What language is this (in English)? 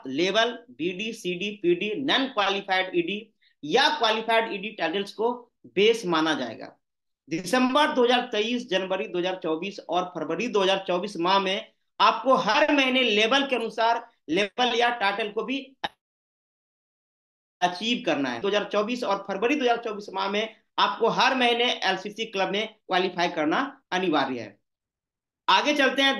Hindi